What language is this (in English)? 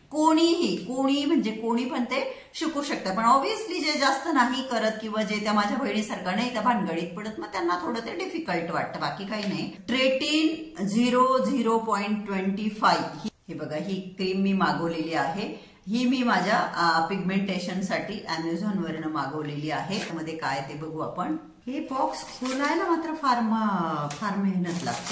Marathi